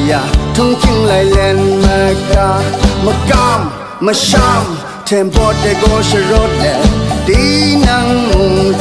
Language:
Kachin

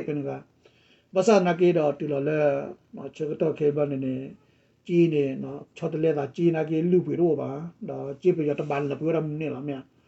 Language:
S'gaw Karen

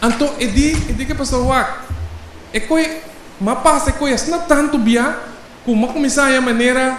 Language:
Papiamento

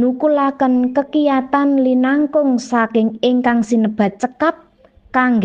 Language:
Javanese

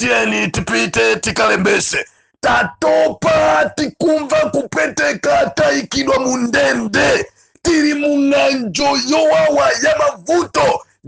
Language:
Nyanja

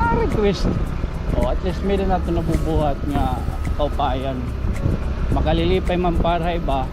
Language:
Waray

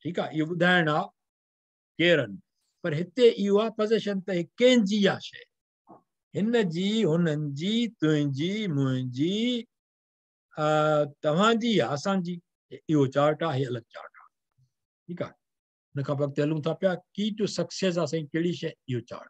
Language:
Sindhi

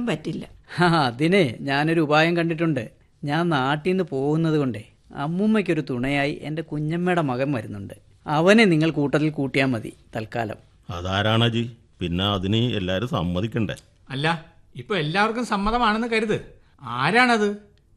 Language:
Malayalam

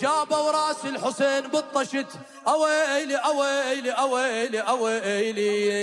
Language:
Mesopotamian Arabic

